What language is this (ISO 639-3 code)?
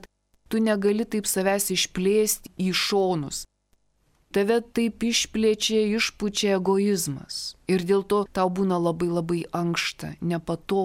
lit